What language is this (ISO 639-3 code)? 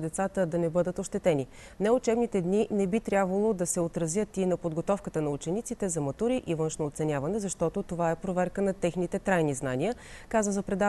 bul